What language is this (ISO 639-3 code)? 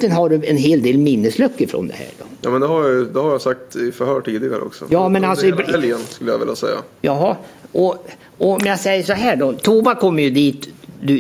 swe